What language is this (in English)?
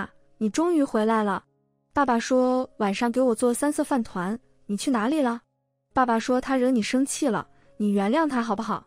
Chinese